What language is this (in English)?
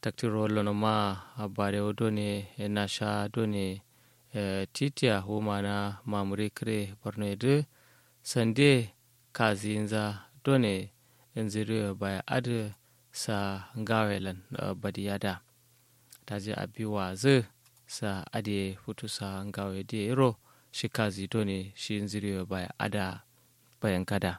Kanuri